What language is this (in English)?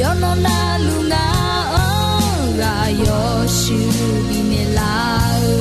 Akha